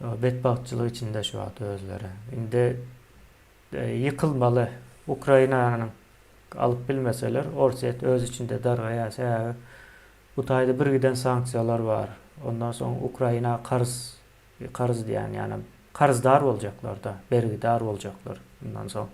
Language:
Turkmen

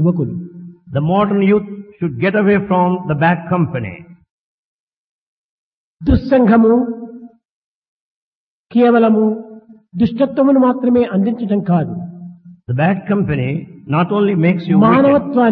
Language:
Telugu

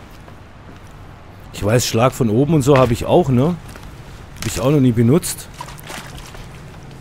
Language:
German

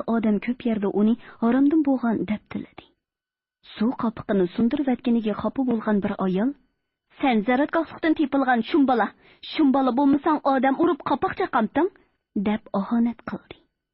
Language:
Uyghur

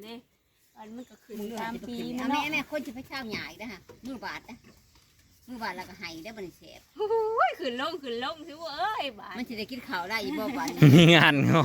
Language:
Northeastern Thai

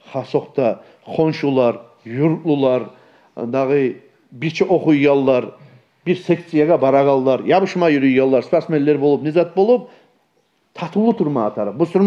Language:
Kumyk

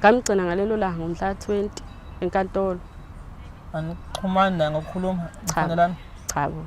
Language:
Zulu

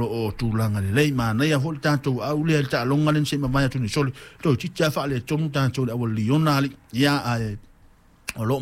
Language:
Samoan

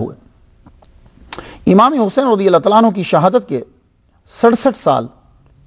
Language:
Urdu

